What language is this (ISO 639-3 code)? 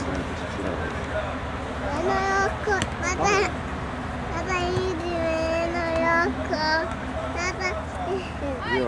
hrv